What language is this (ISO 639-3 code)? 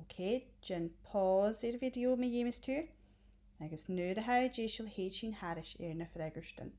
gla